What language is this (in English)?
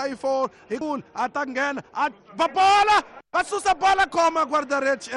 Tsonga